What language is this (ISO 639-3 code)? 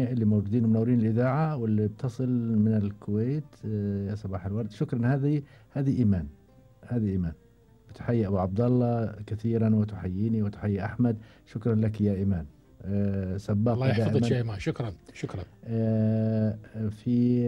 afb